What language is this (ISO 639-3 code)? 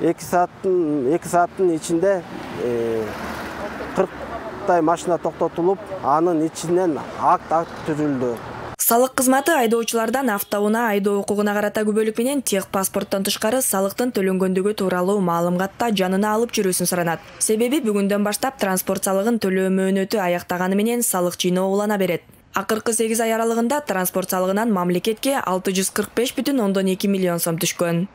kir